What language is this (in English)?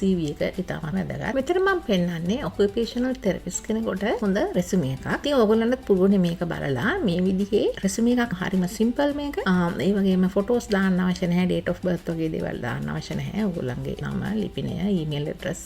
Sinhala